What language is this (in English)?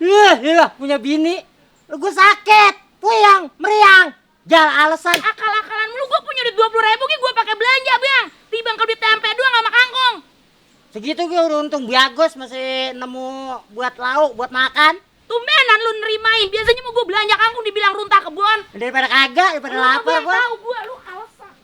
Betawi